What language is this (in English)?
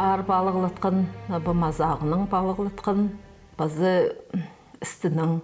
Khakas